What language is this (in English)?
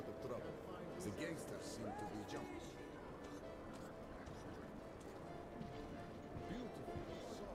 English